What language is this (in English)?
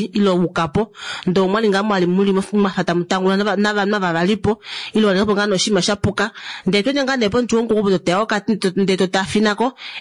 Kuanyama